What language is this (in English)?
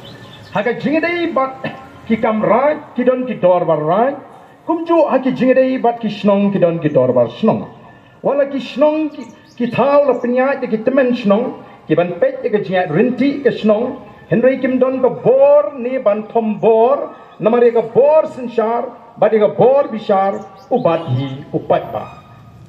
Khasi